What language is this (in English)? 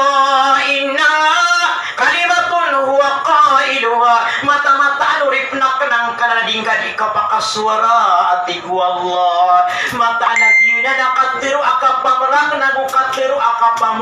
Maranao